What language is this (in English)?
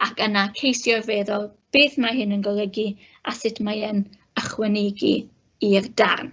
Welsh